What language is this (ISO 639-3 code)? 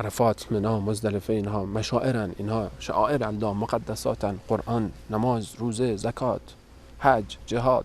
fas